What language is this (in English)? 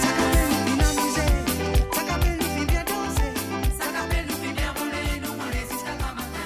Morisyen